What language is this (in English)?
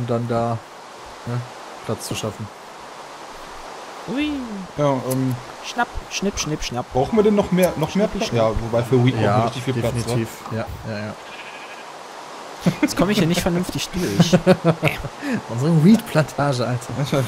German